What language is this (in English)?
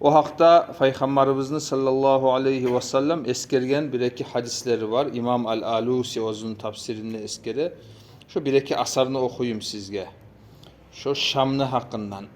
Kumyk